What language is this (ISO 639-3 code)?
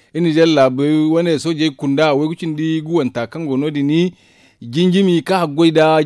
dje